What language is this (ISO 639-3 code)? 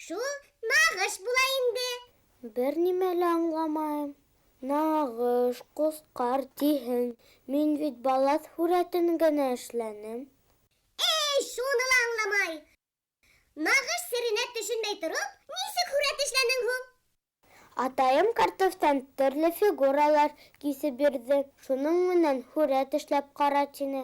bak